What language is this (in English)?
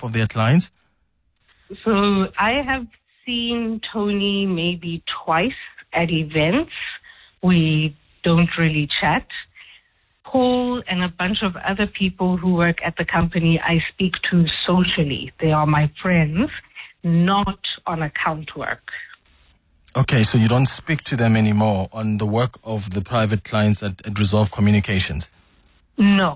English